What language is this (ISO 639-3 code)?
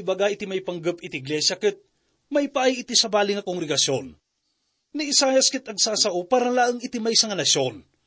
ilo